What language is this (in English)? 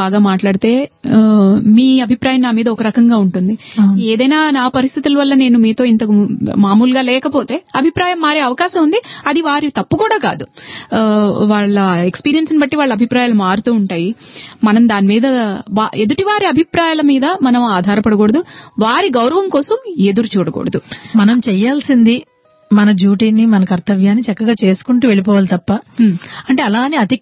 Telugu